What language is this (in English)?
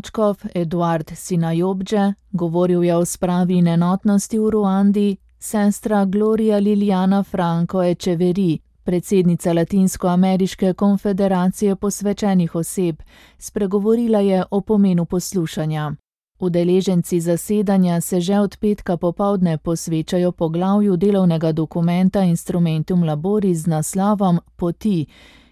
Slovenian